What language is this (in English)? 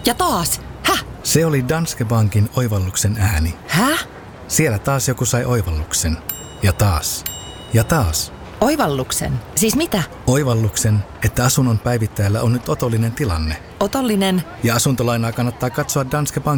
Finnish